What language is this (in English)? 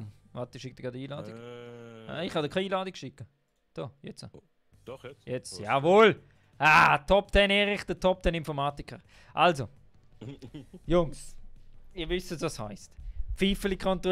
Swiss German